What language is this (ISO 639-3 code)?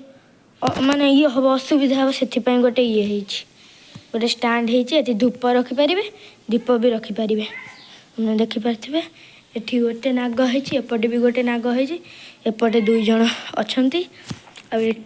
ori